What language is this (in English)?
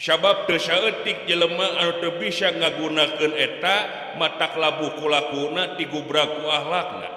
Sundanese